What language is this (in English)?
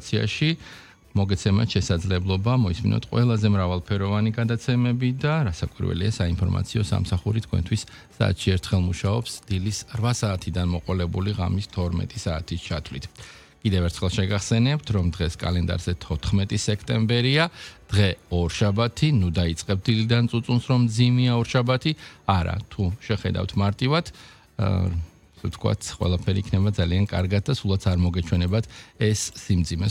Georgian